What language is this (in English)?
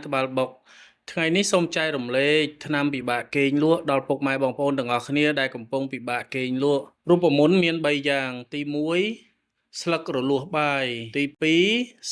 Khmer